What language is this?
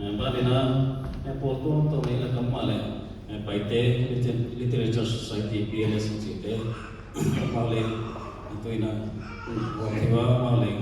Paite Chin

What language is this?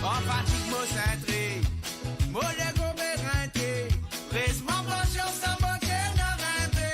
Morisyen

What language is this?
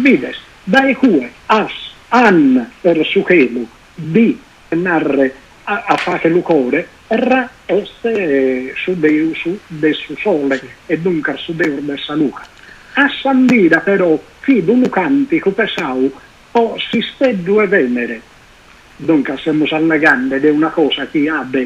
Sardinian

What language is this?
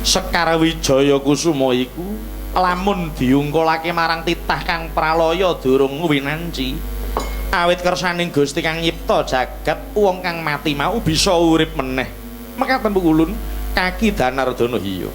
Javanese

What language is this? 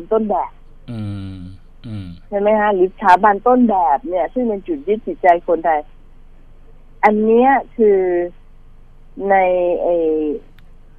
Thai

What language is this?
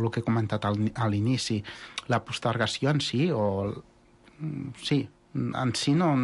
Catalan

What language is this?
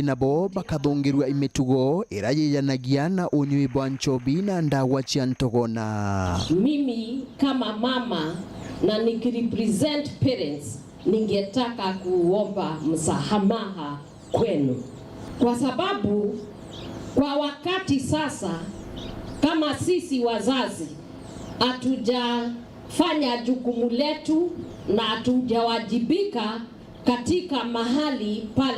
Meru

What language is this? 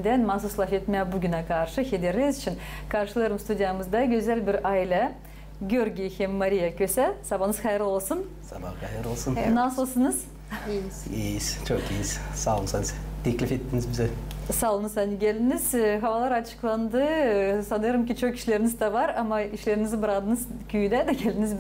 Gagauz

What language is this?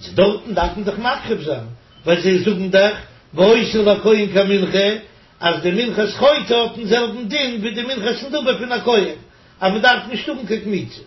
Yiddish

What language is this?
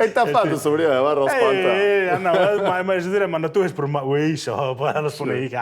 Sardinian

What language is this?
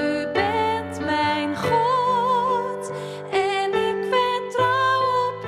Western Frisian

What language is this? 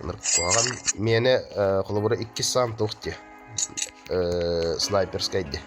Yakut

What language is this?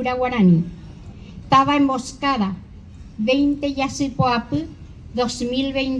Guarani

